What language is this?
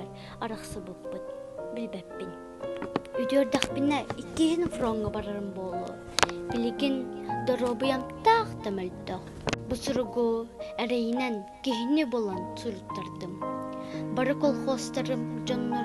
Yakut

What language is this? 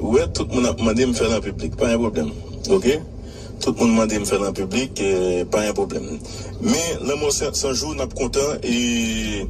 Haitian Creole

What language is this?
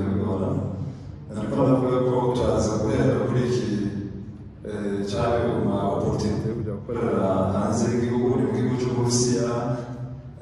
Kinyarwanda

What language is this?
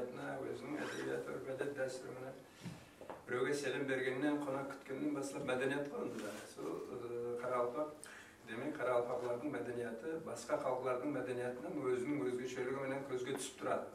Kara-Kalpak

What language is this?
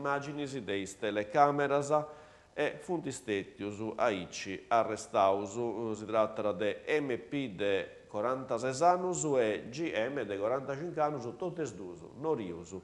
Sardinian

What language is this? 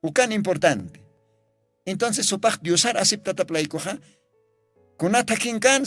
Aymara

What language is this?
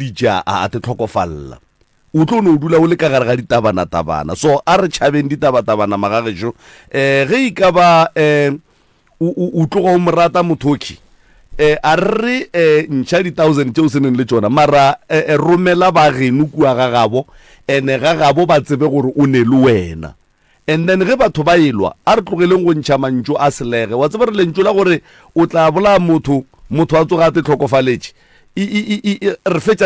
Northern Sotho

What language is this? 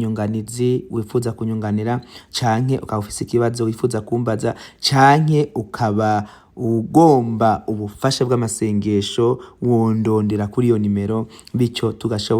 Rundi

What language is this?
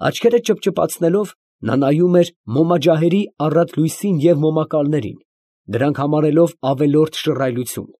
Armenian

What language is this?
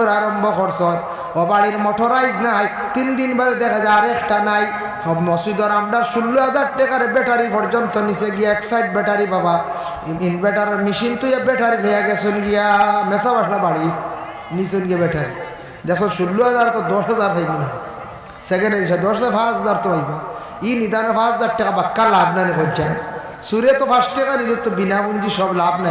Sylheti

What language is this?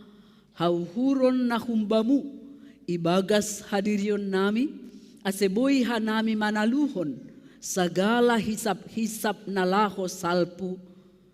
Batak Simalungun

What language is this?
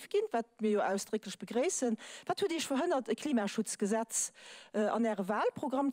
Luxembourgish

